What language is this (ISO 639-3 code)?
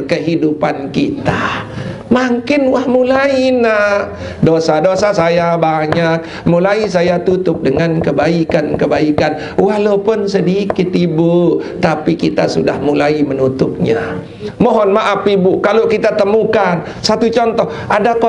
sas